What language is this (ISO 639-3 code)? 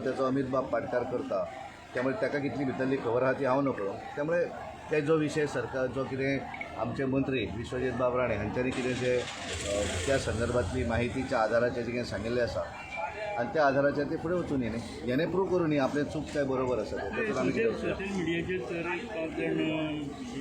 kok